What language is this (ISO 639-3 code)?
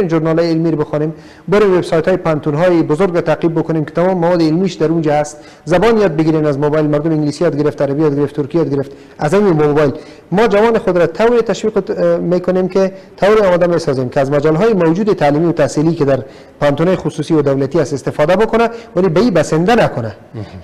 fas